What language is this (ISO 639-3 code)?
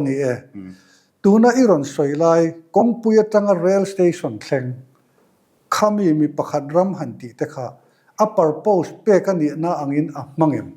lus